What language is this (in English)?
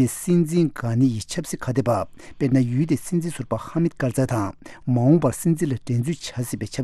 Tibetan